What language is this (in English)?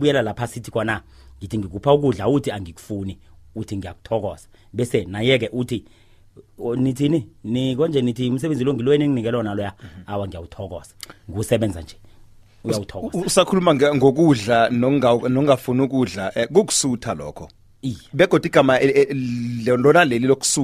South Ndebele